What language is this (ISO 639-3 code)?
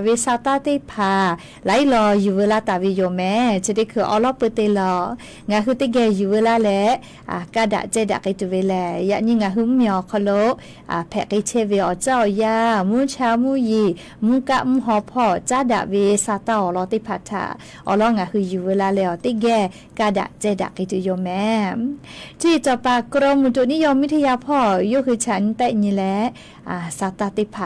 lhu